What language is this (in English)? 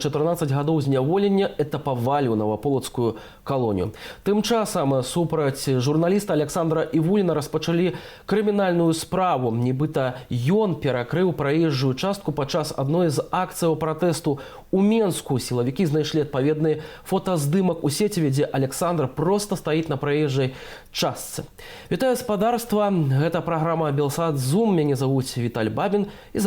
Belarusian